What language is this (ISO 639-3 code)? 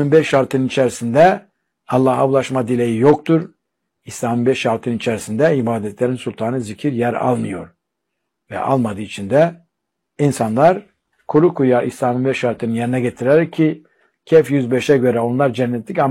tur